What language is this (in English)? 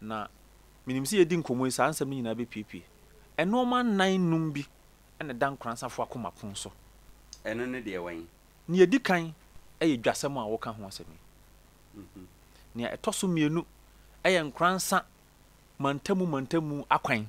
Akan